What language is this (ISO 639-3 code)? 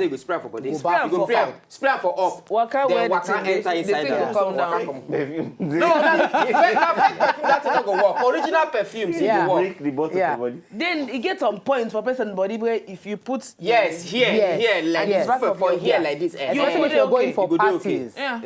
pcm